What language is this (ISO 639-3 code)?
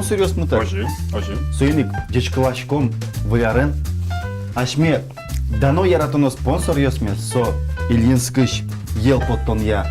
udm